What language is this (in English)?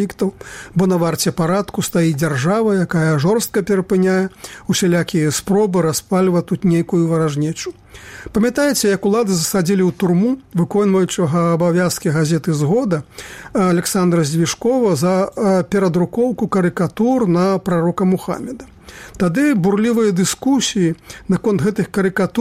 Belarusian